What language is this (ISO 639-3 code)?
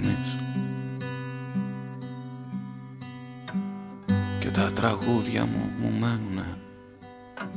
ell